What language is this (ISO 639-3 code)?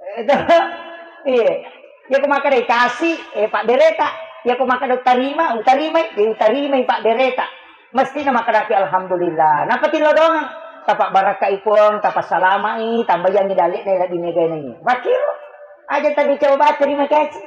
bug